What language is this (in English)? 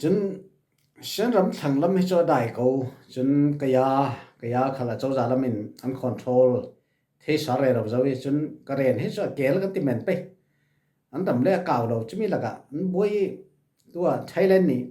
Falam Chin